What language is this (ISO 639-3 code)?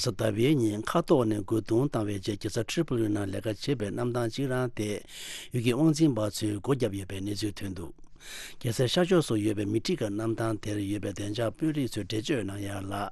bod